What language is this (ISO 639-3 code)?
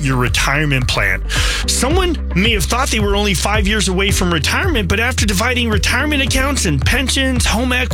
eng